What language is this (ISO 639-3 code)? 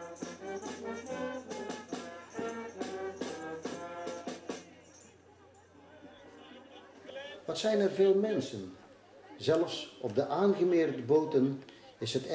nld